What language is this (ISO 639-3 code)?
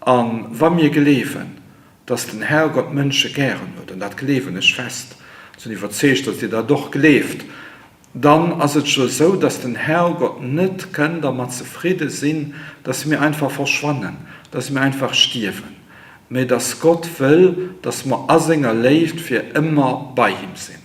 ltz